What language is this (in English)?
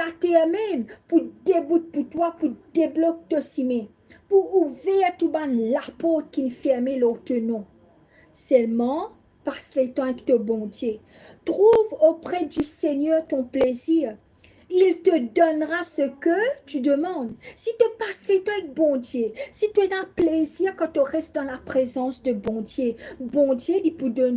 Morisyen